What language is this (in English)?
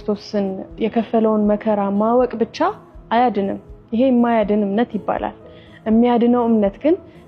Amharic